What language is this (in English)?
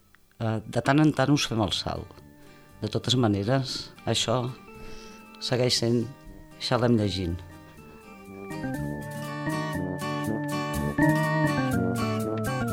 Catalan